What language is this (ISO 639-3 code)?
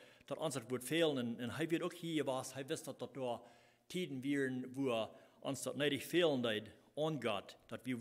pdt